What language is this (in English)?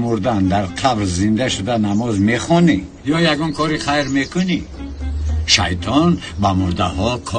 Tajik